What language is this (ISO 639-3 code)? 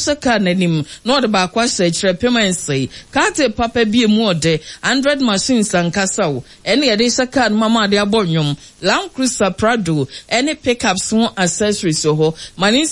aka